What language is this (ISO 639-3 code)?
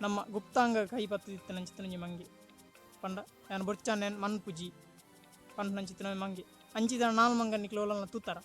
tcy